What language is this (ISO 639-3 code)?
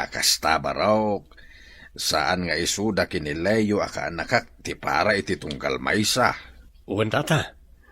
ilo